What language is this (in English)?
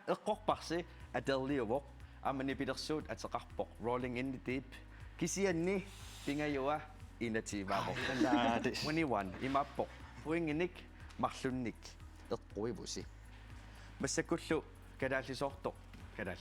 Kalaallisut